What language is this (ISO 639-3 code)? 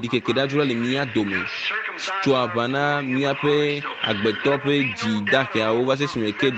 ewe